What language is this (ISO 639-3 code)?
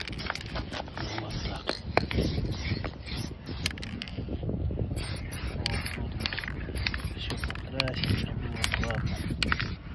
rus